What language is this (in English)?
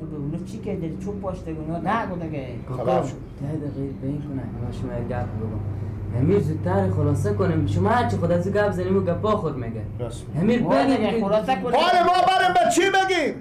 Persian